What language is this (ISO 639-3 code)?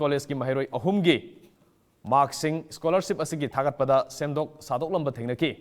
mni